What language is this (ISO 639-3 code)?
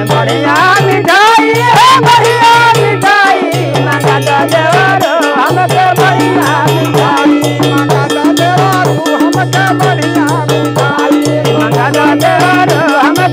bho